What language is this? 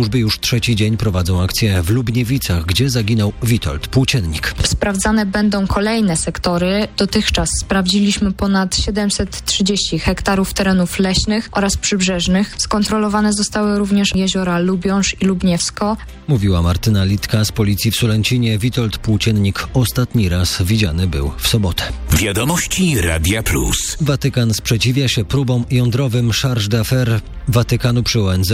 Polish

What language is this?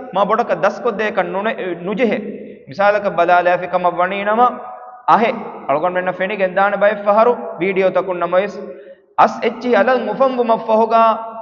Divehi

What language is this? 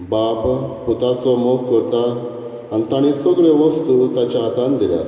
Konkani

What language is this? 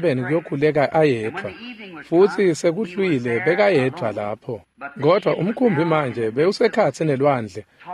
Swati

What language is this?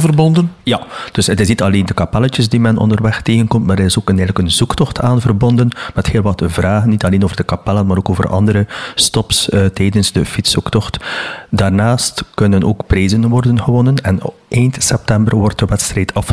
Dutch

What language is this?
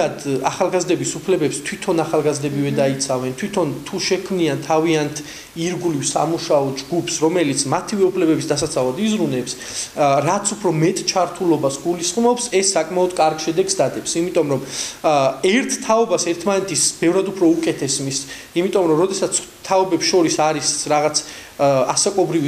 Georgian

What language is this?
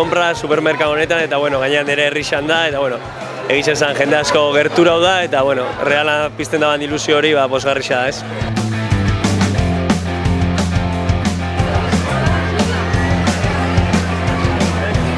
Basque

